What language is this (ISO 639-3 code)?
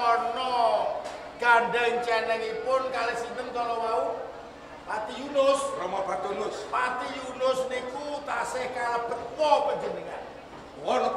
jav